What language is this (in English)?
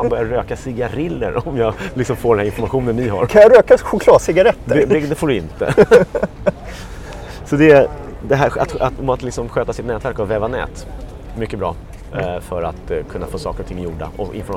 Swedish